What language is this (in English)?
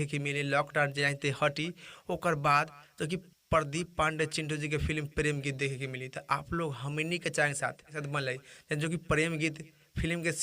Bhojpuri